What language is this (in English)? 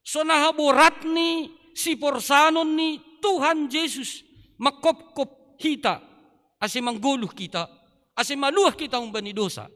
Batak Simalungun